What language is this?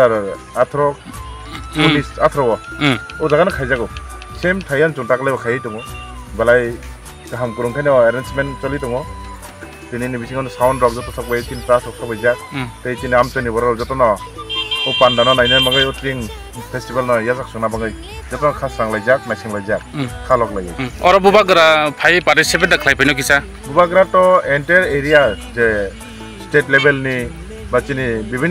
Kok Borok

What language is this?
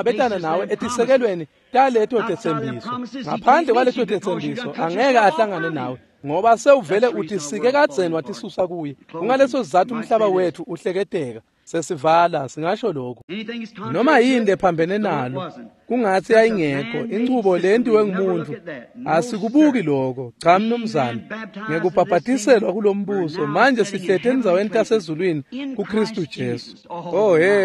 Swati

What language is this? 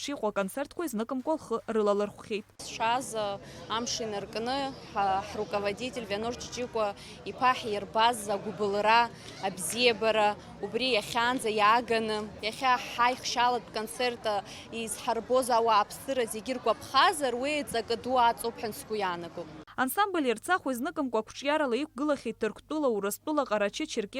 Abkhazian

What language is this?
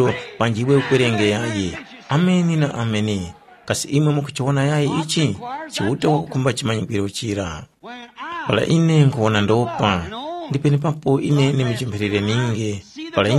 Tumbuka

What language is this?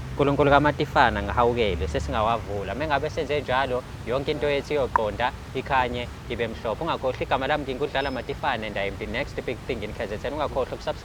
Zulu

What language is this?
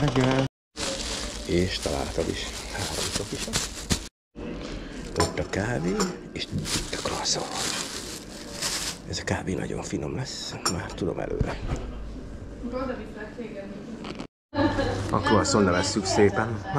Hungarian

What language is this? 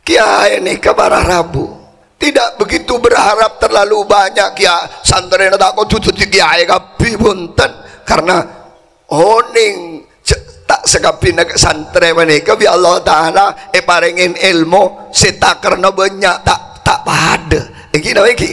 Madurese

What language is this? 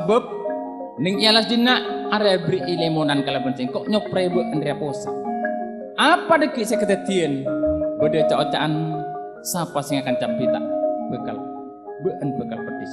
Madurese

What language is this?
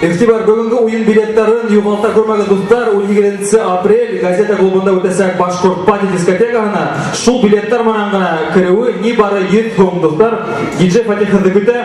Bashkir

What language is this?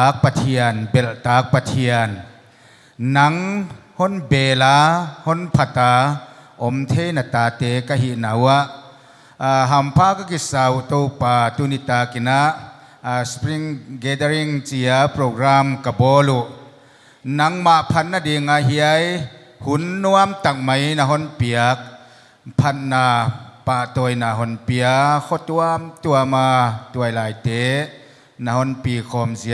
Paite Chin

